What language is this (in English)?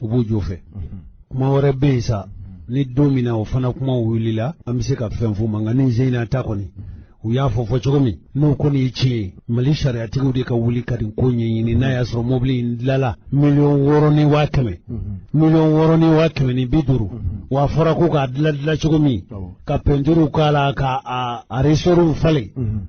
Bambara